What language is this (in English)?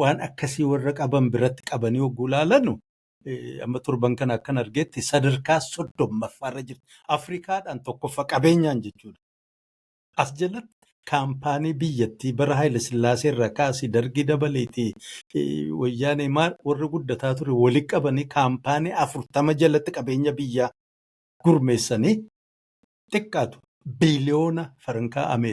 Oromo